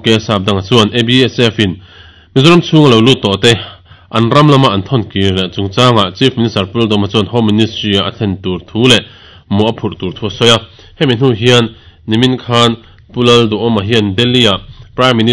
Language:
Mizo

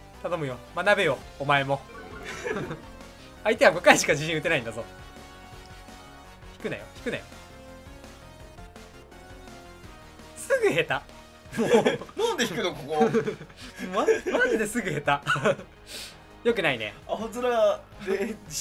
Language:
Japanese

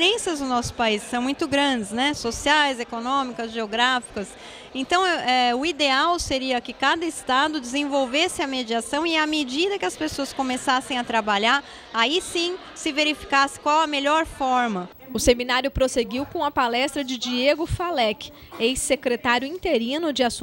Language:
Portuguese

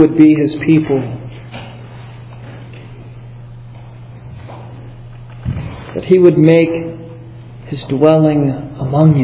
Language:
English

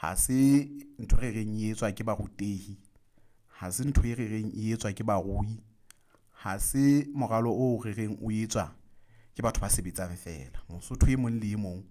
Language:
Southern Sotho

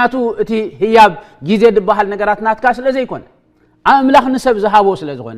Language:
Tigrinya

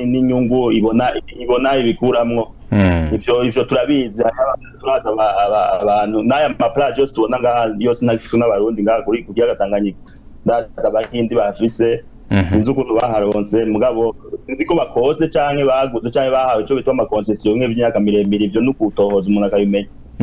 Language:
Rundi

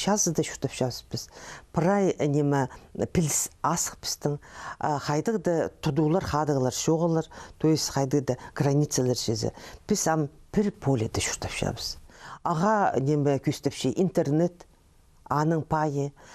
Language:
Khakas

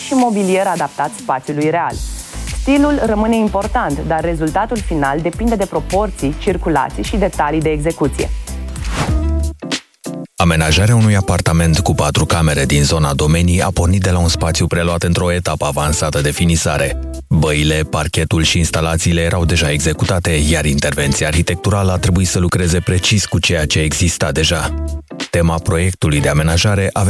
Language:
Romanian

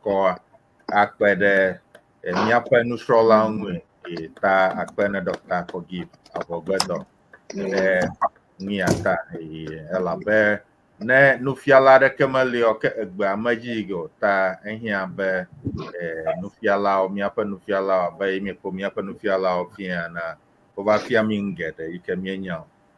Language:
Ewe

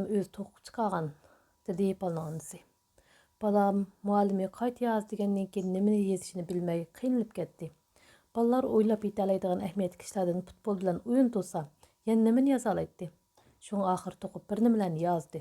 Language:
Uyghur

